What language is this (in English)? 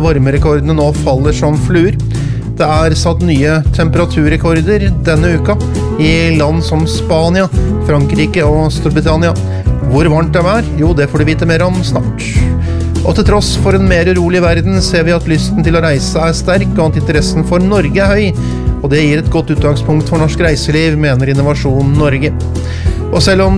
Norwegian